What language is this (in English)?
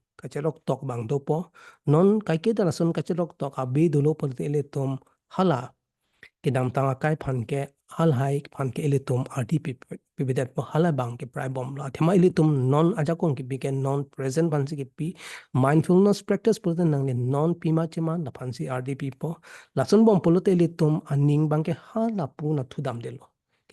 Karbi